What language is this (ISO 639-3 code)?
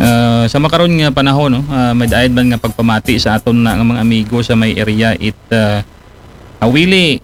akl